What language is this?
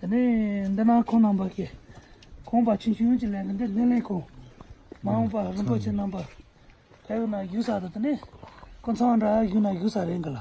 Tibetan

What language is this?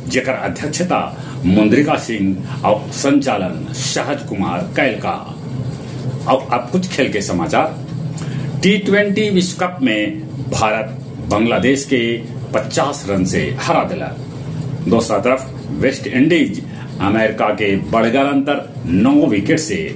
Magahi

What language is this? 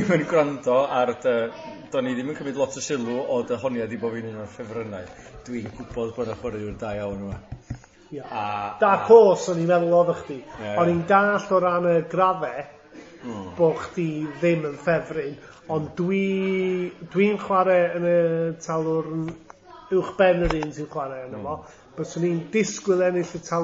Welsh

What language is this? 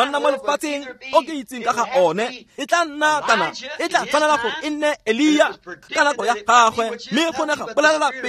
Tswana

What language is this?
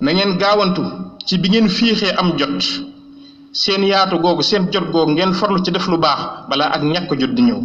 Wolof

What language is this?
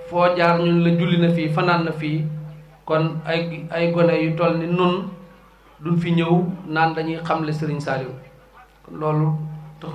Wolof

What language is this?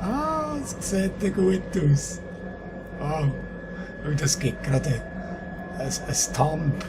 Swiss German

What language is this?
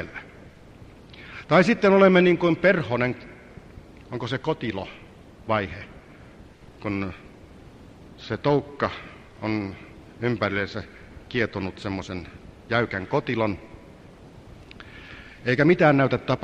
Finnish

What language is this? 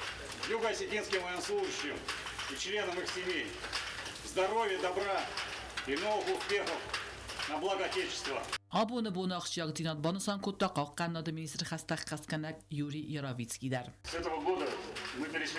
Ossetic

